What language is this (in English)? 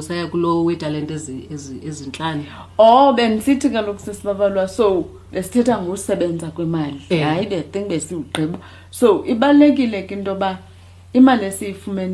Xhosa